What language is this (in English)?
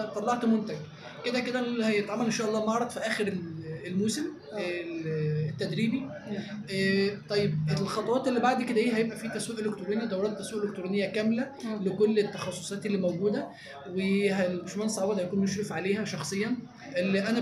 Egyptian Arabic